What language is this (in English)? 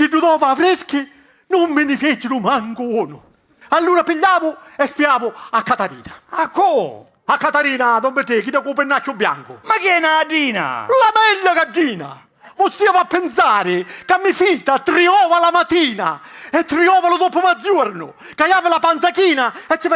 Sicilian